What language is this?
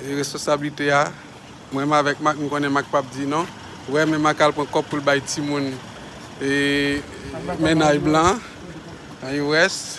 Haitian Creole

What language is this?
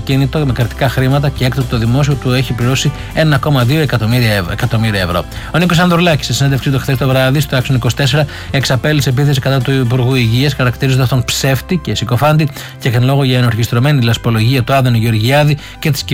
Greek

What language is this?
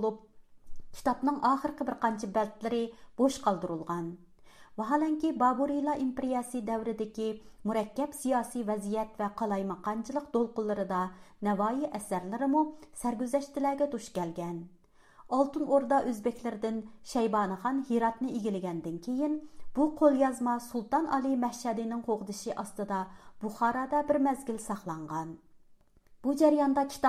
Uyghur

